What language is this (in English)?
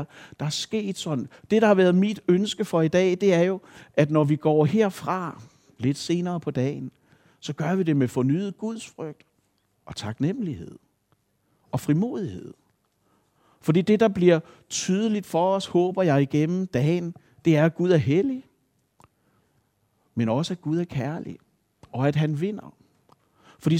Danish